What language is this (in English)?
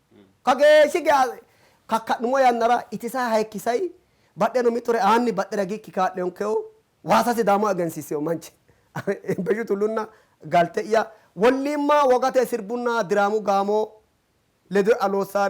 Sidamo